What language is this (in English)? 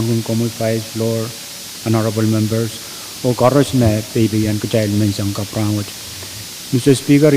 Pohnpeian